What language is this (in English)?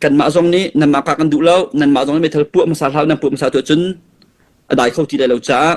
Hakha Chin